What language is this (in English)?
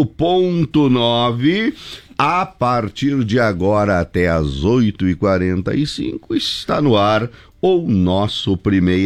Portuguese